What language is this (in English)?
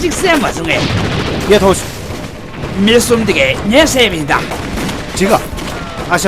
Tibetan